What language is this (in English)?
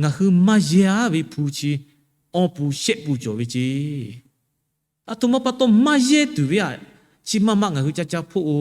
Lahu